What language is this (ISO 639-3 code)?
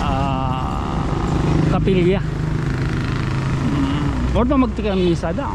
war